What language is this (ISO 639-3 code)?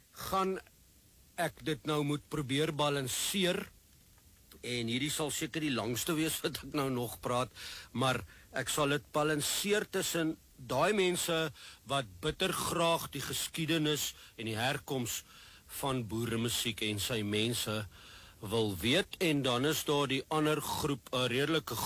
afr